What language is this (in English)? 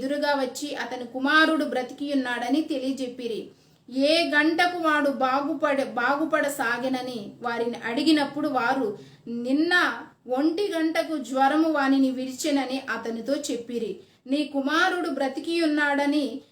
Koya